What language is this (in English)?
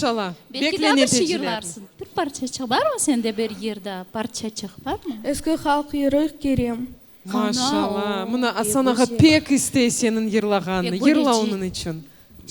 Crimean Tatar